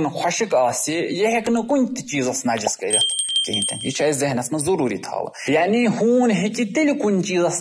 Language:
Kashmiri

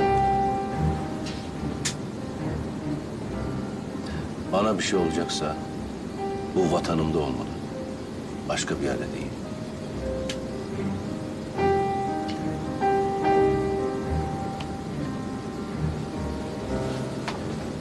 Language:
Turkish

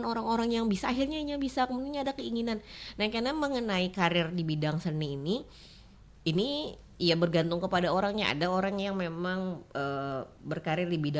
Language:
Banjar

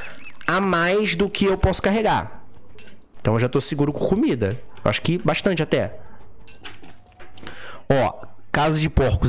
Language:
Portuguese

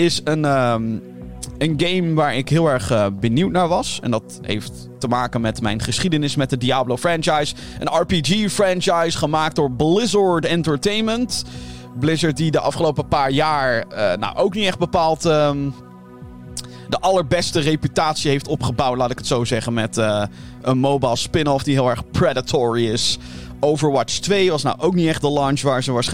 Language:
Dutch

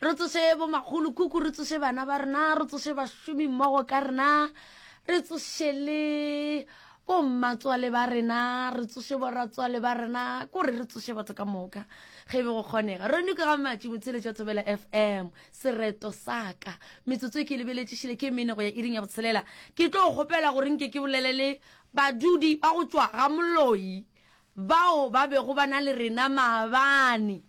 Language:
Northern Sotho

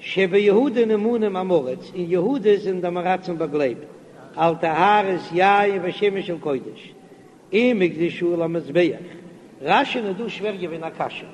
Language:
Yiddish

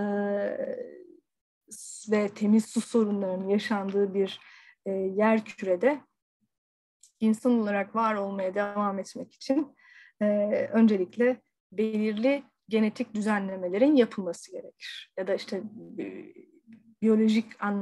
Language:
Turkish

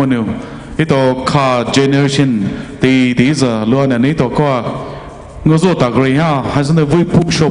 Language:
Poumei Naga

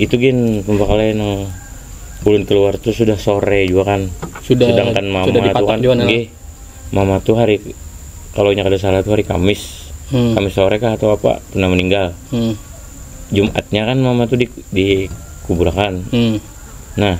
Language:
Banjar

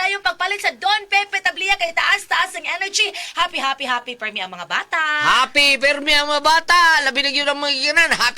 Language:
Cebuano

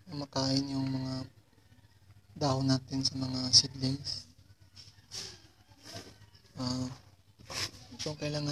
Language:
Filipino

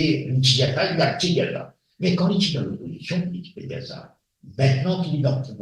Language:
Morisyen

